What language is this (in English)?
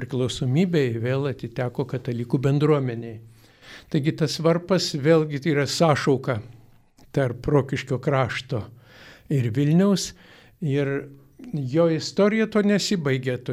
Lithuanian